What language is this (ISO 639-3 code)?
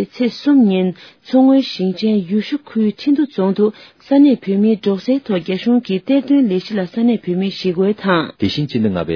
bod